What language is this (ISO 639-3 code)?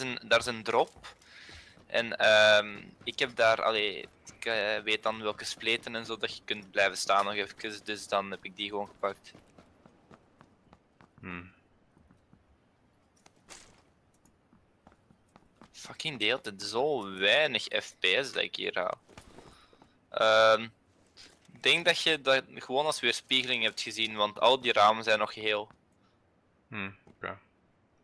nld